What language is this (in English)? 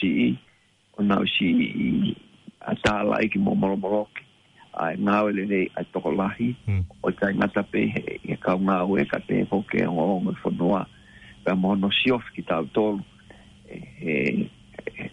Tongan